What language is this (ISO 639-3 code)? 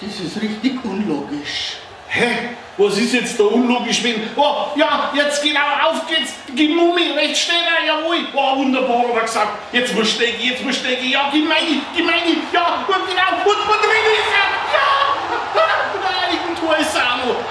bar